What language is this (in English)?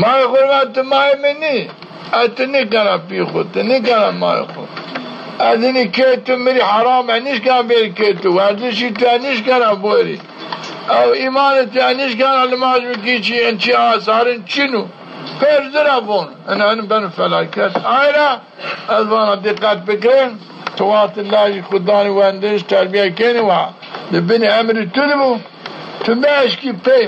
Zaza